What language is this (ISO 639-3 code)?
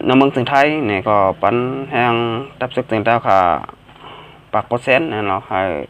shn